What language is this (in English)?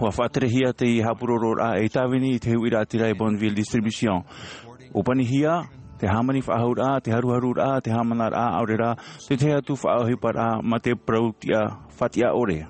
Tahitian